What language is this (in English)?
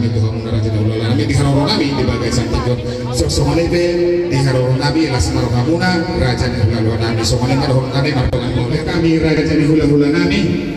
Batak Toba